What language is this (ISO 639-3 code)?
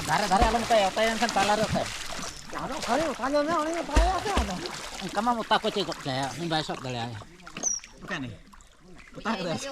sat